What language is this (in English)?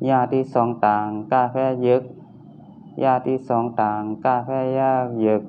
Shan